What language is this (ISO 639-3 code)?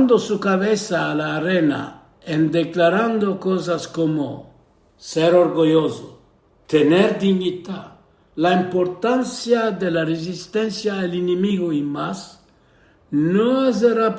lad